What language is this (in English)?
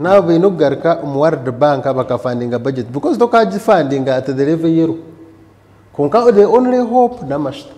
Nyankole